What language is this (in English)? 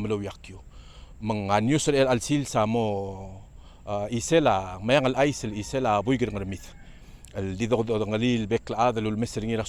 Palauan